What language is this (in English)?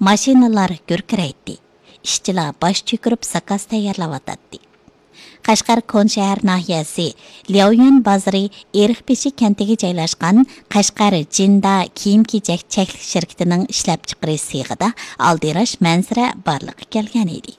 Uyghur